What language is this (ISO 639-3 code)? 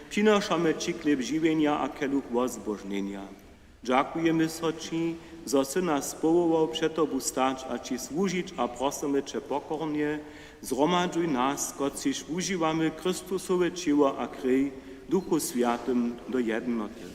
hsb